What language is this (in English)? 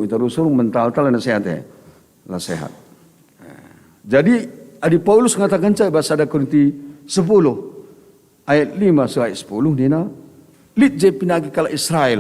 Batak Karo